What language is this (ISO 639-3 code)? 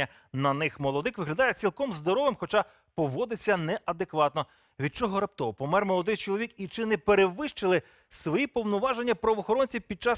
ukr